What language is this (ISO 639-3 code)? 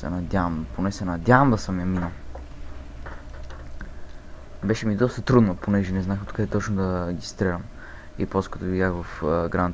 bul